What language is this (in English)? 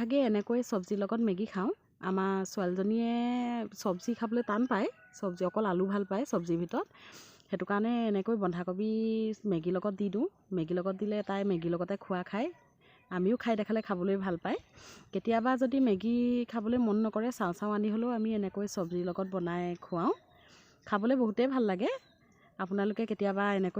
Assamese